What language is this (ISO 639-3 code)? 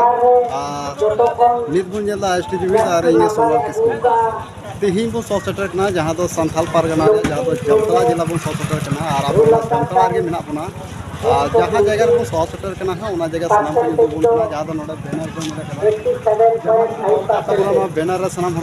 sat